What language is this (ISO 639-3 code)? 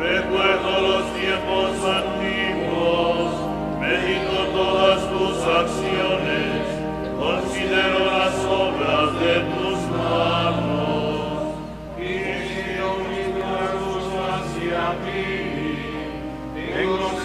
spa